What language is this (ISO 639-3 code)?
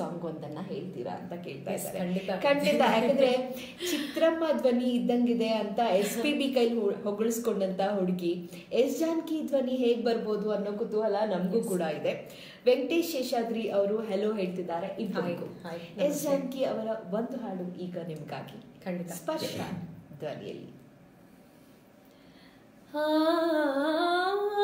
kan